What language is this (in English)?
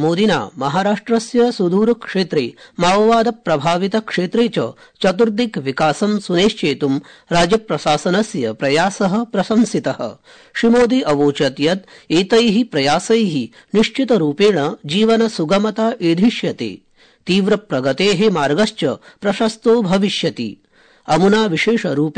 Sanskrit